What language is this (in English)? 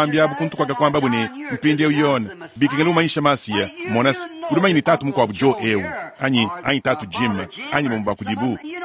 Luba-Lulua